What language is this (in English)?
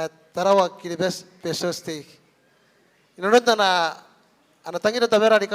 Gilbertese